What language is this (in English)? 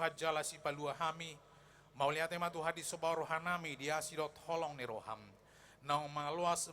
Batak Toba